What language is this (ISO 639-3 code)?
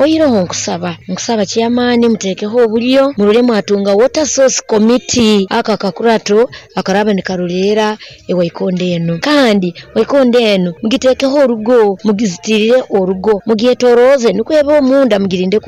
nyn